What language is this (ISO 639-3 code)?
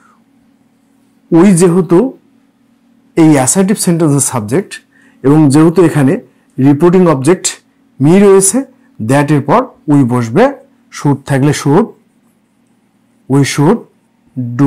ben